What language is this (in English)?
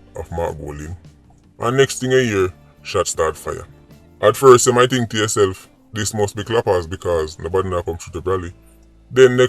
Jamaican Creole English